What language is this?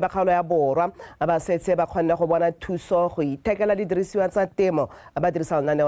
Tswana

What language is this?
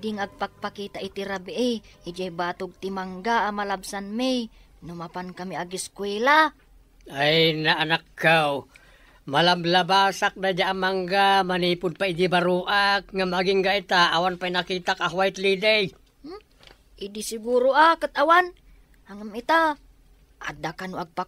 Iloko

